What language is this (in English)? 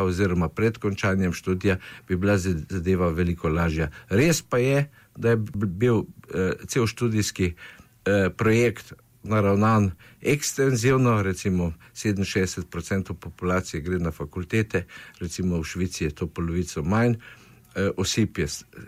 Slovenian